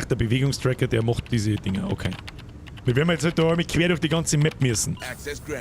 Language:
Bavarian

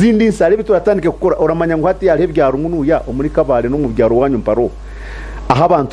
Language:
Nyankole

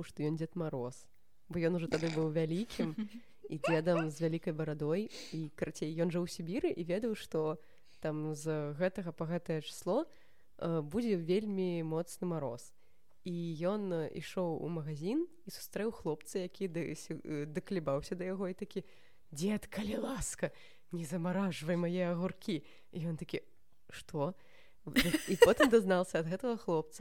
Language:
Belarusian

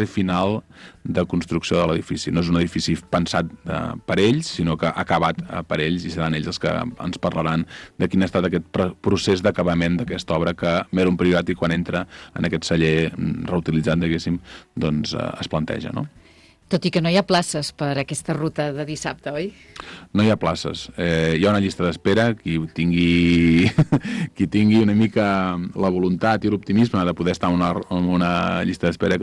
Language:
Catalan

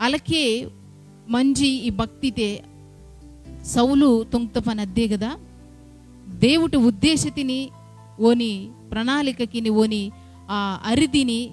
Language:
Koya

